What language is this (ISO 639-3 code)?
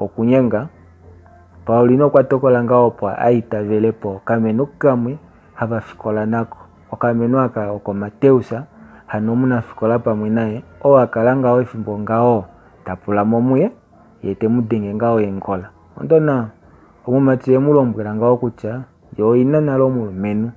kua